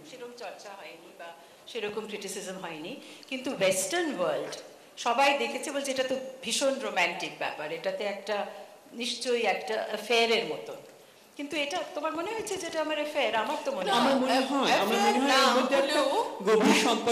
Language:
Bangla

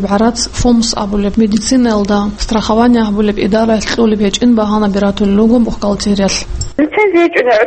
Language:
Avaric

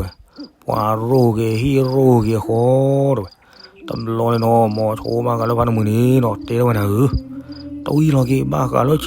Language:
S'gaw Karen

